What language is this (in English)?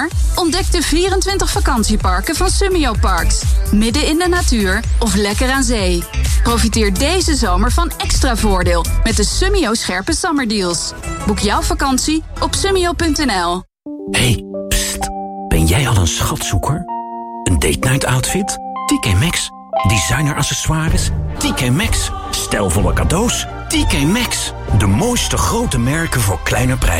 Dutch